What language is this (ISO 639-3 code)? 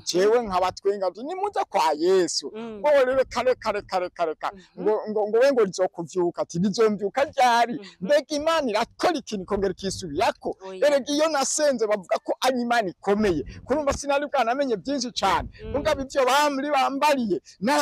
run